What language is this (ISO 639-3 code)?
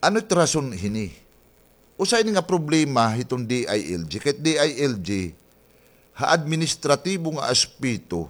war